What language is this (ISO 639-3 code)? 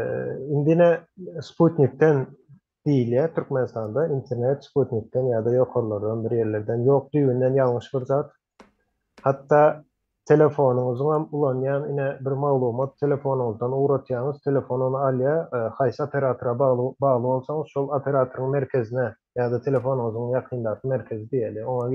tuk